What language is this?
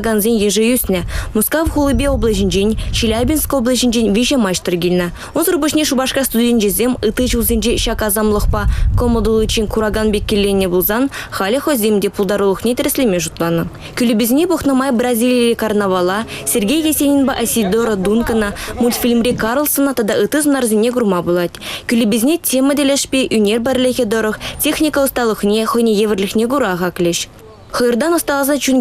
Chuvash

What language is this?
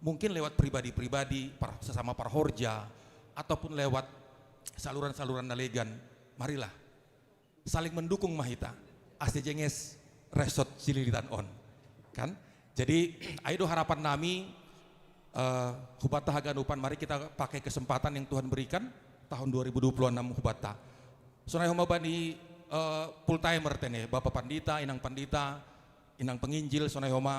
Batak Simalungun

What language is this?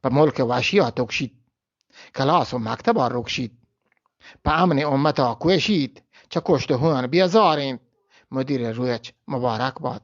Eastern Balochi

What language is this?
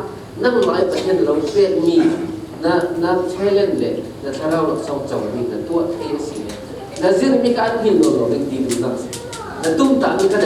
Falam Chin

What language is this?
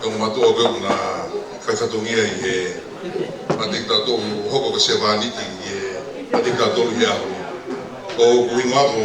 Tongan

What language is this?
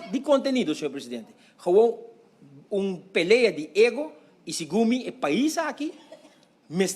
Papiamento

